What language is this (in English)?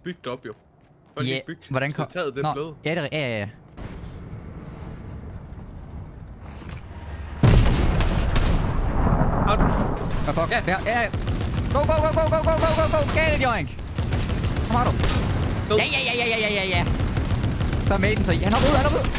Danish